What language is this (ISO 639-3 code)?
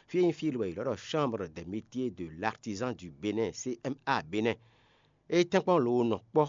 fon